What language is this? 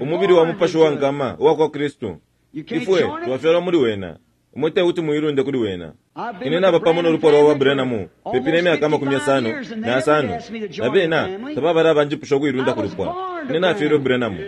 Bemba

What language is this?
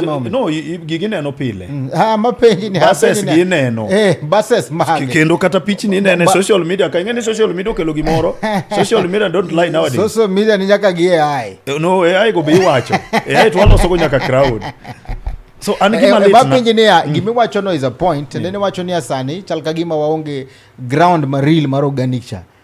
Luo (Kenya and Tanzania)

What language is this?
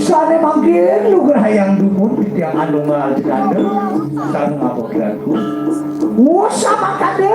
Balinese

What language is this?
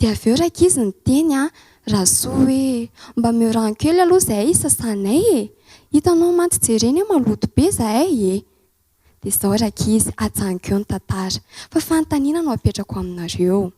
Malagasy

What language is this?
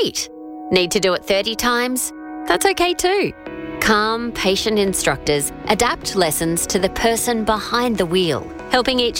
English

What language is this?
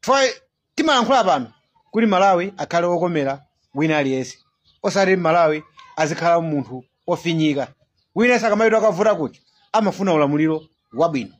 Nyanja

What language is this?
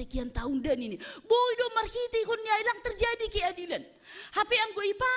Batak Simalungun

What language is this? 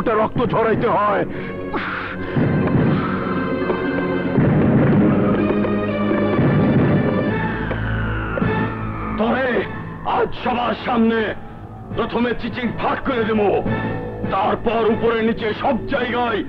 Bangla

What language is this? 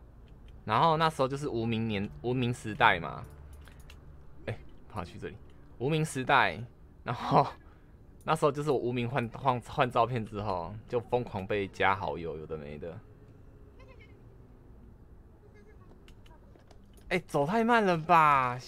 Chinese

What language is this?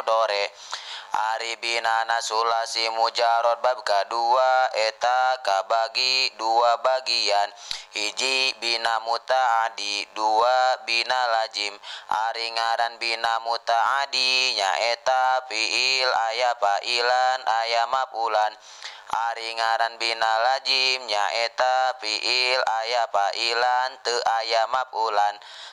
Sundanese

